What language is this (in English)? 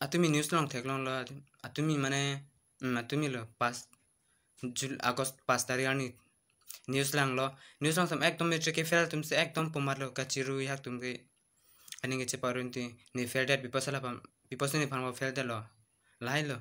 Karbi